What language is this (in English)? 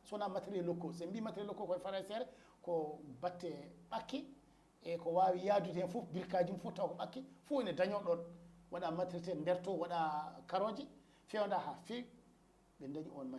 Fula